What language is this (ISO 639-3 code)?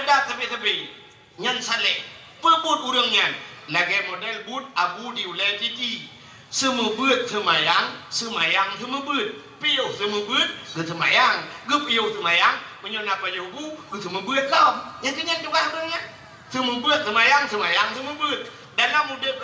ace